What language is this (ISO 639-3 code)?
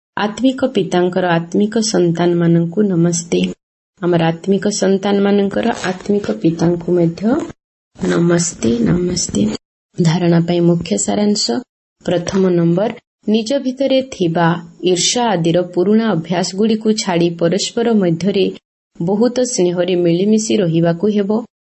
ori